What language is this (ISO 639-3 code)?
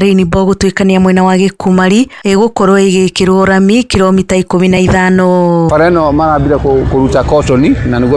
kik